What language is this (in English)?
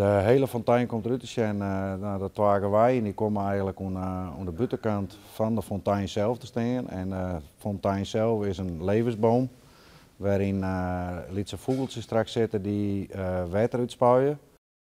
Western Frisian